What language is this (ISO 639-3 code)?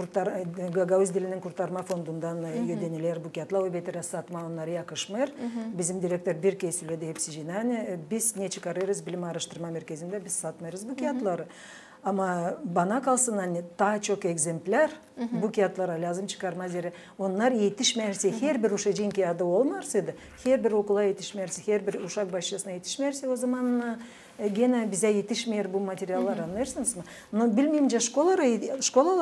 gag